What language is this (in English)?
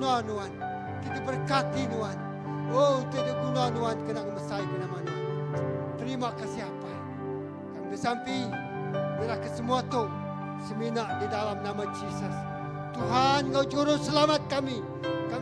Iban